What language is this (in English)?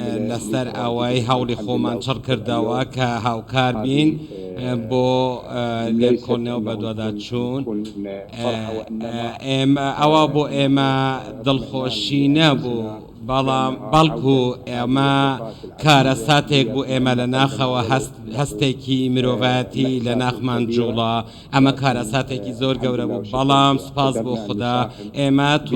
Central Kurdish